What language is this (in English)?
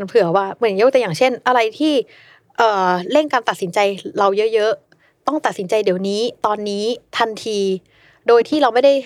Thai